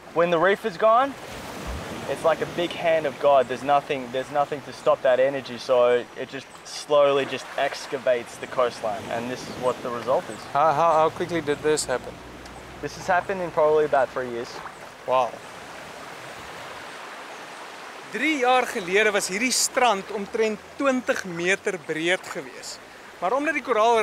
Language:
Afrikaans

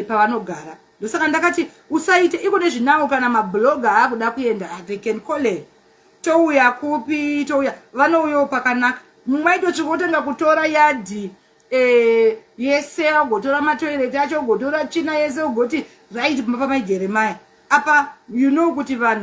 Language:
Shona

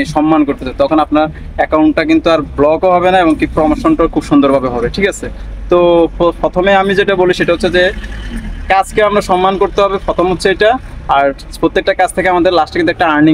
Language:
Bangla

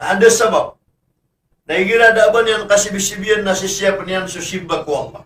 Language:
Maranao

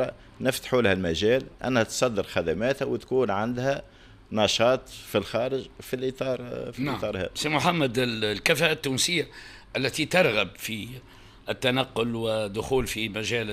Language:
Tunisian Arabic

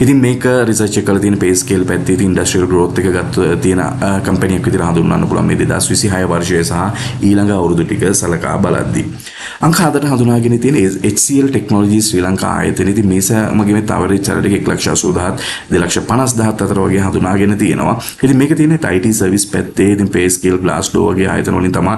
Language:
Sinhala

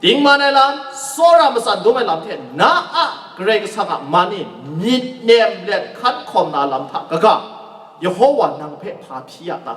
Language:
Kachin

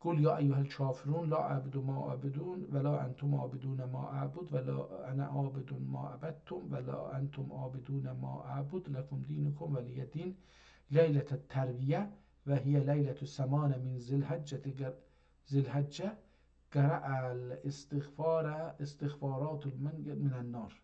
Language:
South Azerbaijani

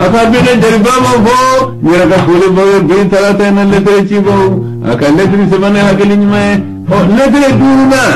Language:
Bambara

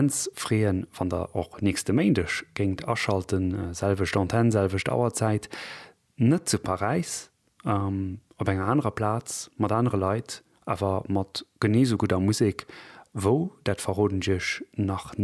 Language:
Luxembourgish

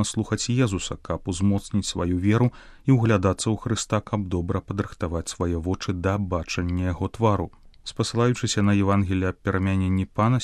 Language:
Belarusian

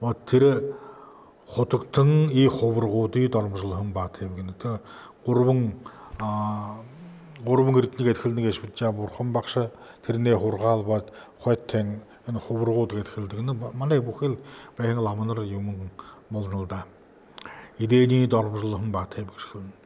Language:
Buriat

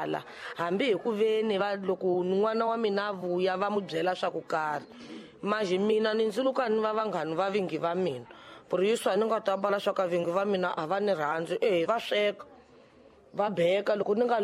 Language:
Tsonga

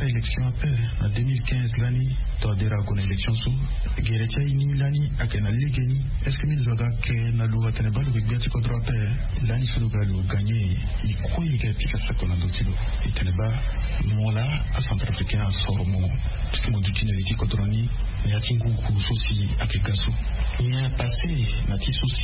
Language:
Sango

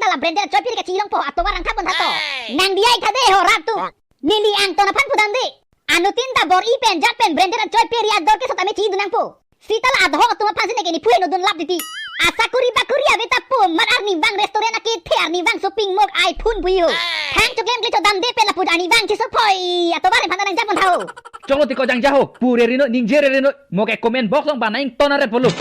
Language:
Karbi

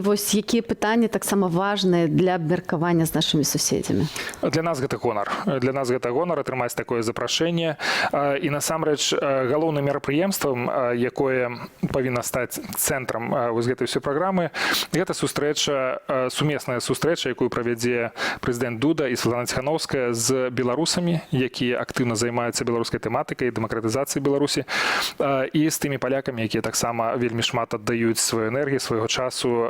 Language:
Belarusian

